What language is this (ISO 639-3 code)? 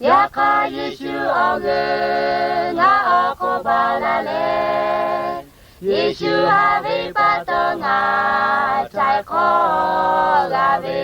lhu